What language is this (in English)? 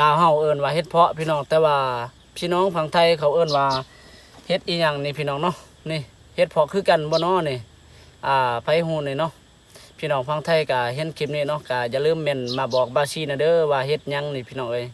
Lao